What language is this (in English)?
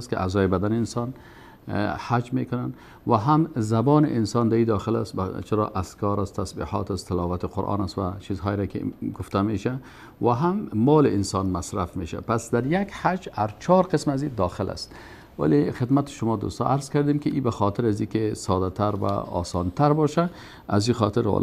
Persian